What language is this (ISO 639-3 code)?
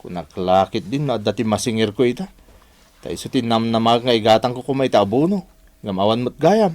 ilo